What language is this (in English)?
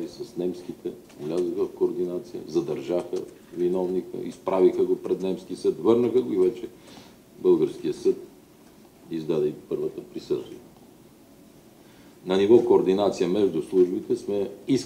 Bulgarian